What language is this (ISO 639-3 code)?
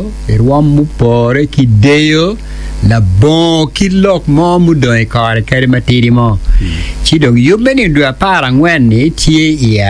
ach